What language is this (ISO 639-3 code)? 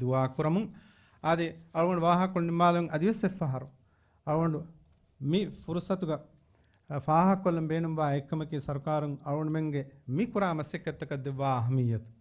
div